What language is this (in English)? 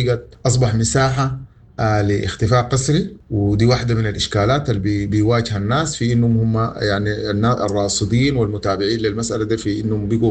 Sudanese Arabic